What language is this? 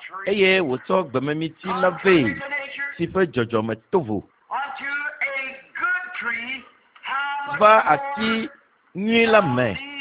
Ewe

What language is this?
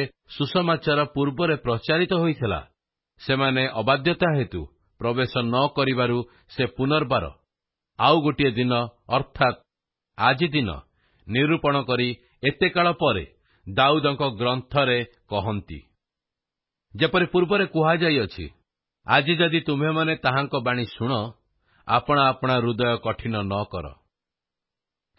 Odia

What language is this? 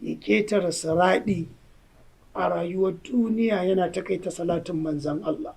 Hausa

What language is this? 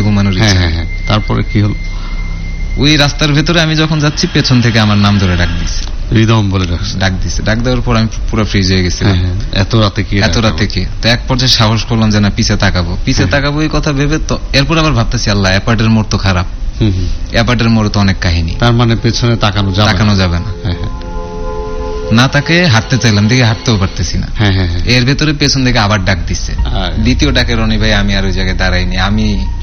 Bangla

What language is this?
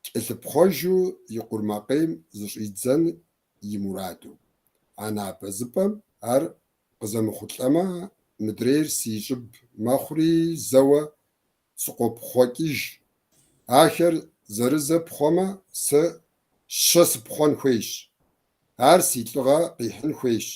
Kabardian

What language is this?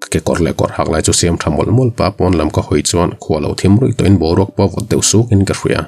Mizo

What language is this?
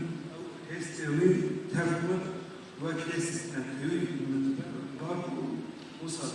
Kurdish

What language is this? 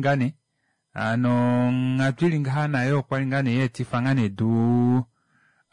Kuanyama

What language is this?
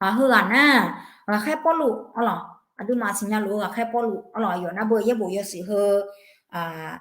Akha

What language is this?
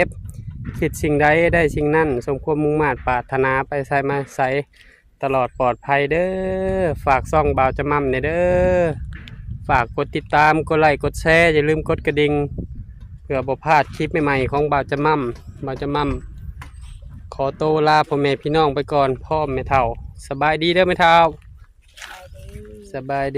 Northeastern Thai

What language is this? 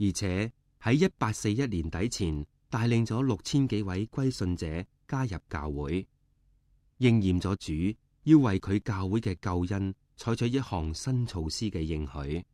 Cantonese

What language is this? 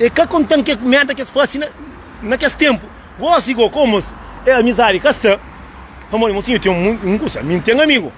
Kabuverdianu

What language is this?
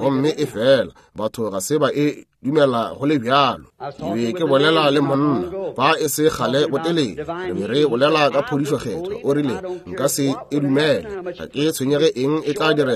Northern Sotho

